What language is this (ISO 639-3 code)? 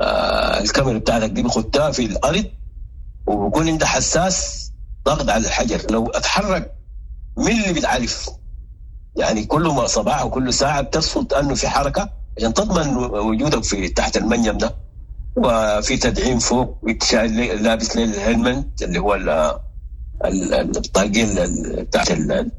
apd